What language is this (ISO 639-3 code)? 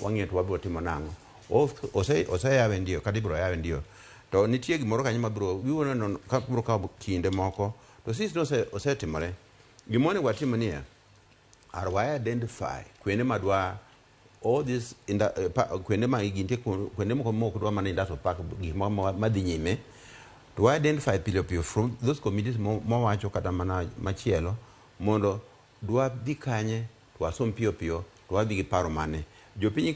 luo